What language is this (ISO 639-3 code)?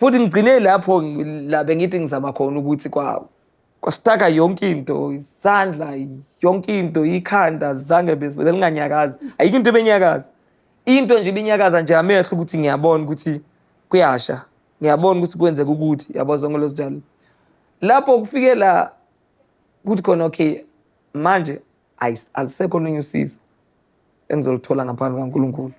zul